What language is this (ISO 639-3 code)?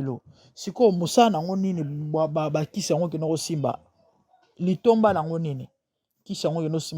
lin